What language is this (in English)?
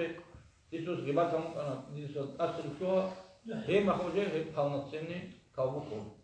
Avaric